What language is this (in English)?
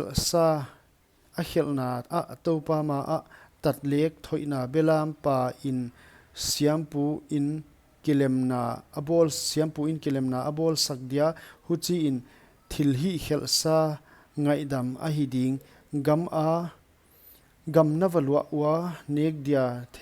Paite Chin